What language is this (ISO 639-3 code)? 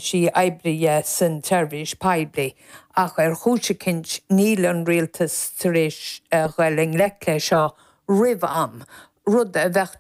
gle